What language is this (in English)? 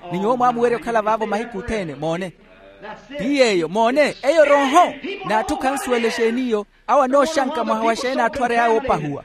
Makhuwa